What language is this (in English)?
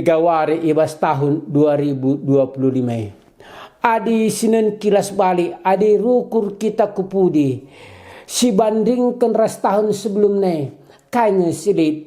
Batak Karo